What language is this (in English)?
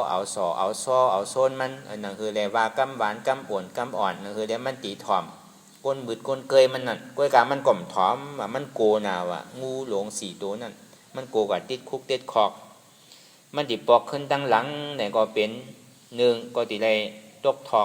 Shan